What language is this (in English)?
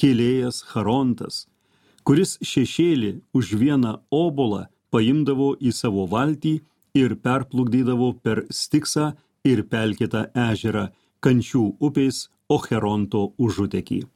Lithuanian